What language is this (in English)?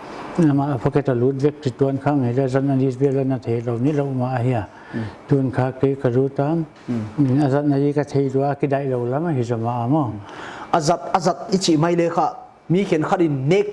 Paite Chin